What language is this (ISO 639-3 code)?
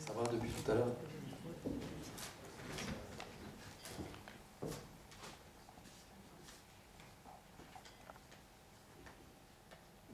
fra